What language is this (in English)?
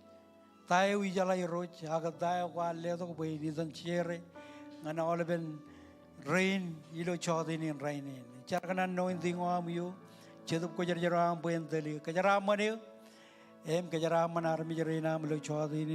Marshallese